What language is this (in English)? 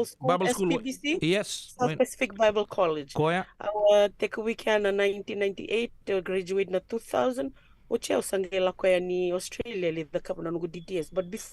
Fijian